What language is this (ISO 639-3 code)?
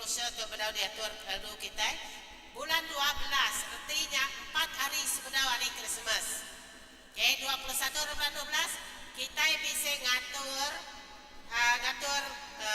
iba